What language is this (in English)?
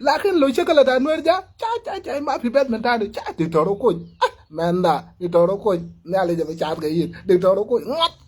Nuer